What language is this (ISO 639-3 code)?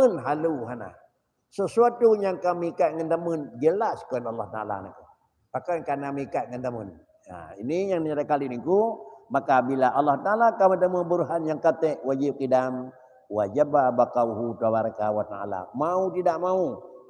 ace